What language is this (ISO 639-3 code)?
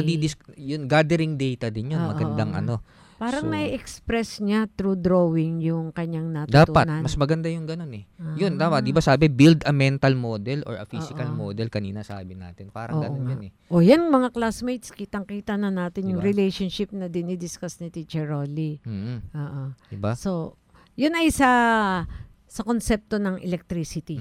fil